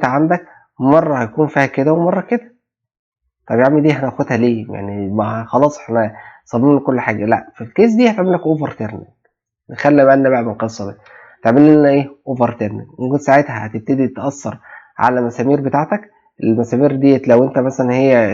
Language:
Egyptian Arabic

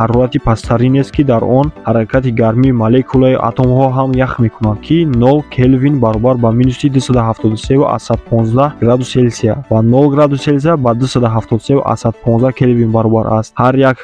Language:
Tajik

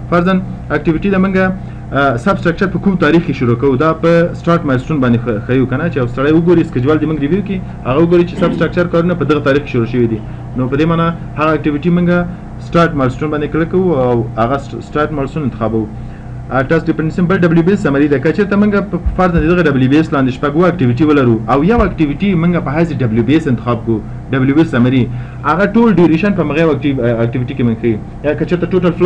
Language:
Pashto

